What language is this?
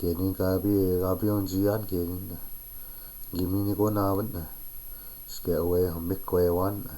Chippewa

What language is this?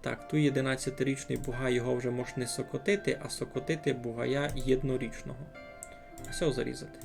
Rusyn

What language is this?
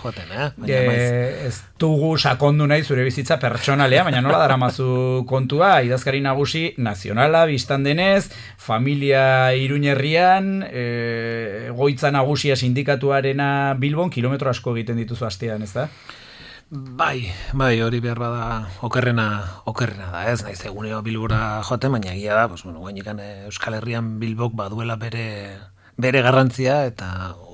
Basque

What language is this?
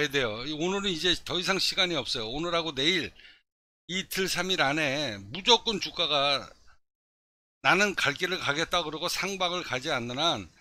Korean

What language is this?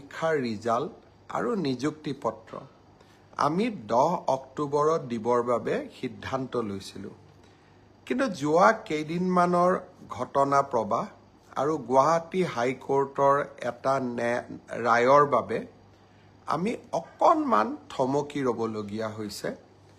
Assamese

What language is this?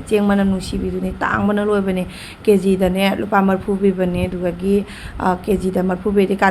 Manipuri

